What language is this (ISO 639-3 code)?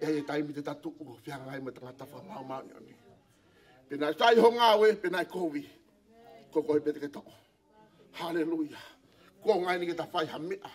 ton